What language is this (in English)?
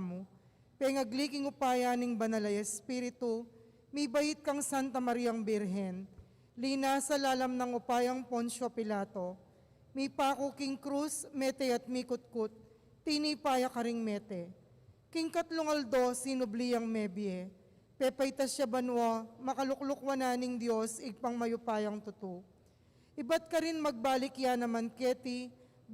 Pampanga